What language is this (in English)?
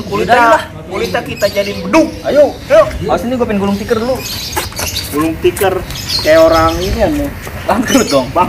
Betawi